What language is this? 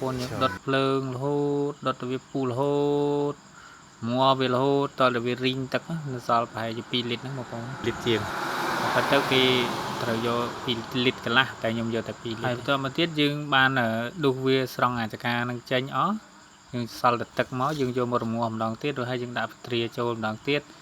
Khmer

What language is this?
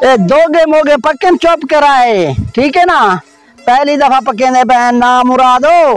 Saraiki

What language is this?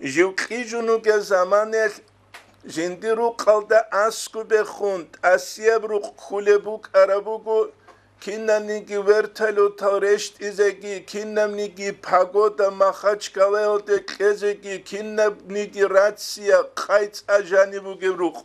Avaric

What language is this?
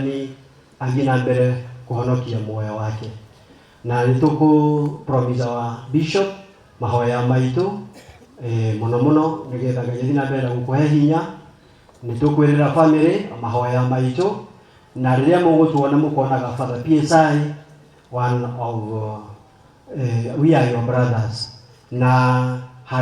Kikuyu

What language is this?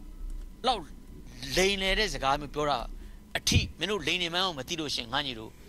Burmese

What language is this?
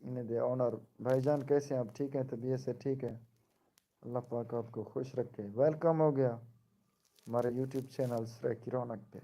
Saraiki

